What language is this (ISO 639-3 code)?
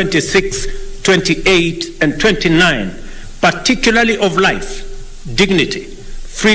guz